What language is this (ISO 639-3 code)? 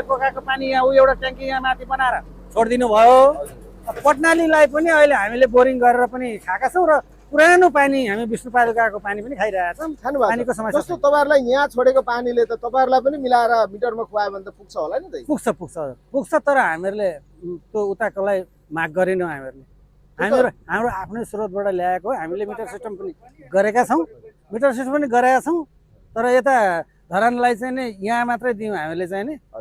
nep